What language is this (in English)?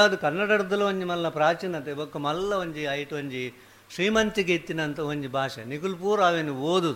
Tulu